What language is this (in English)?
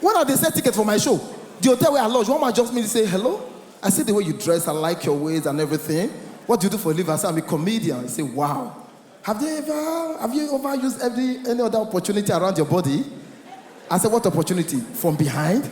Nigerian Pidgin